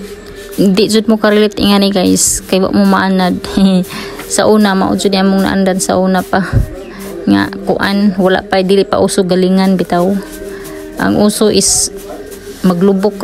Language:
Cebuano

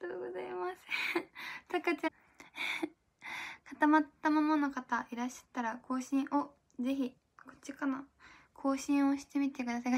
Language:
Japanese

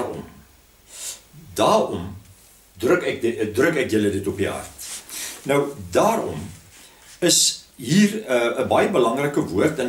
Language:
Afrikaans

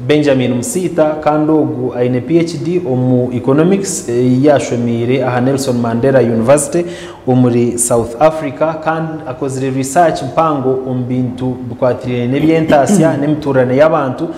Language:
Nyankole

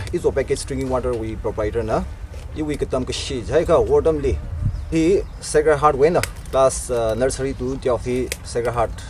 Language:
Tangkhul Naga (India)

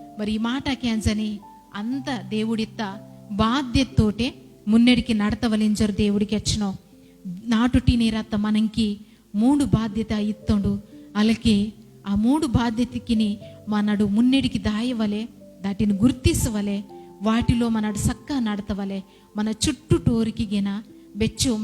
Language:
Koya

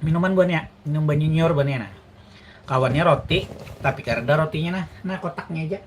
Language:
Banjar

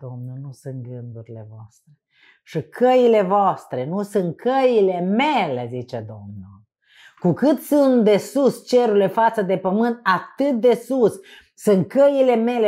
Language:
Romanian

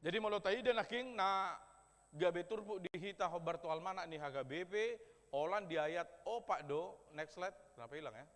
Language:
Batak Toba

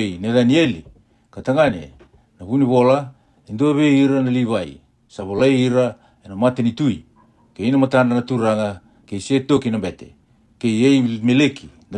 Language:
Fijian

